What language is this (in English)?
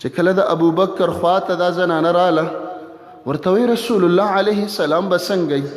Pashto